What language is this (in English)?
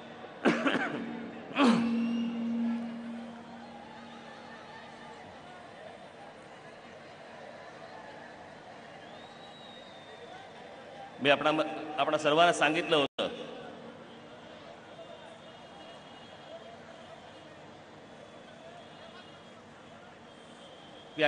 Marathi